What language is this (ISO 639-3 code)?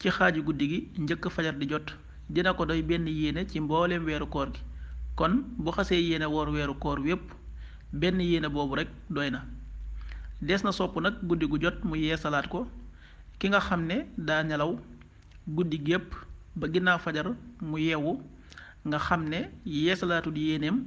wol